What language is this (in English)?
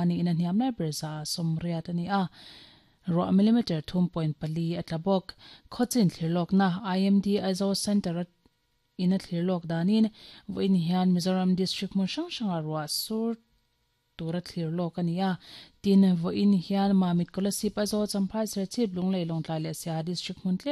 Mizo